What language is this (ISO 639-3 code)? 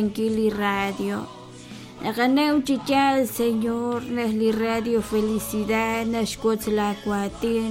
kek